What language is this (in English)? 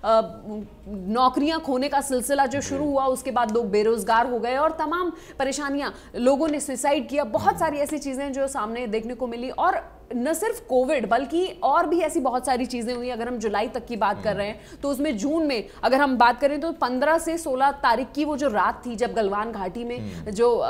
Hindi